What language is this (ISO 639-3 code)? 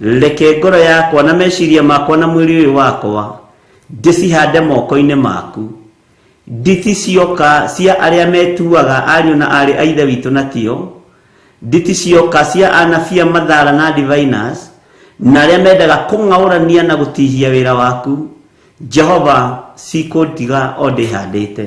kik